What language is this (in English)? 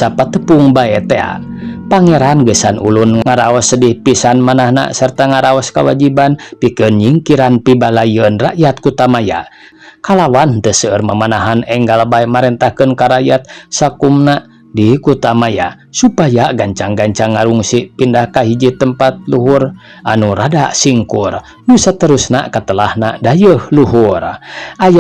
Sundanese